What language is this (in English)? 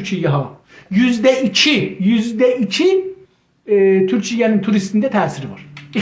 South Azerbaijani